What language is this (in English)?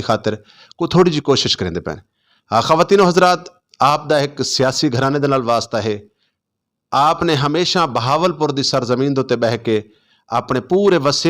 Saraiki